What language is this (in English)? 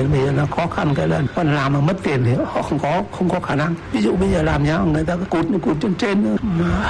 Vietnamese